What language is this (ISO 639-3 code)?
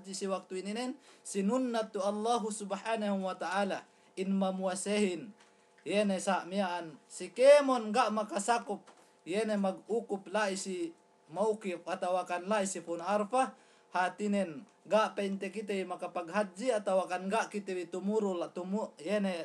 yka